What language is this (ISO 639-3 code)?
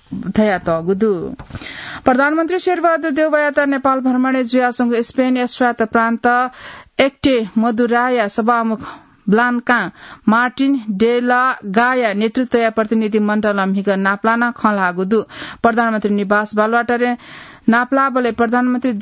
new